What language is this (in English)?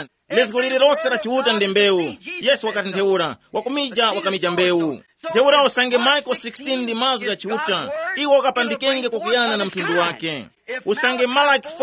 Tumbuka